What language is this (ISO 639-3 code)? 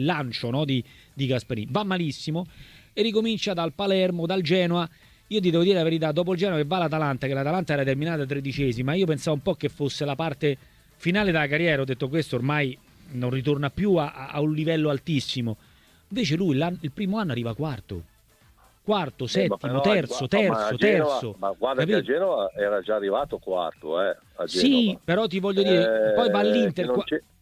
ita